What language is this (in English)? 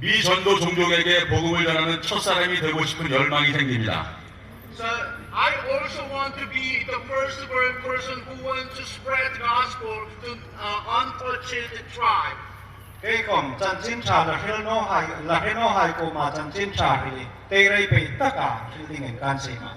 Hmar